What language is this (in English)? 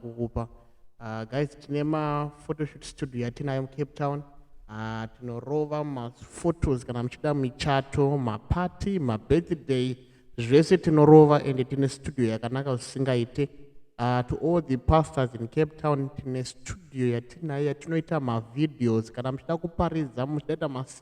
Shona